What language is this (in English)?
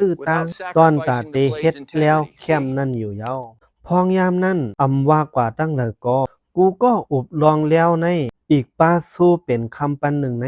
Shan